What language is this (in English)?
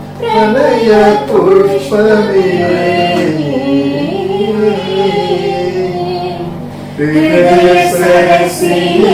Malayalam